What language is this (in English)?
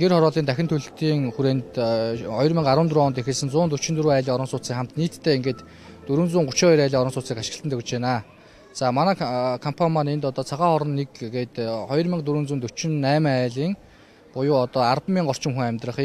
Mongolian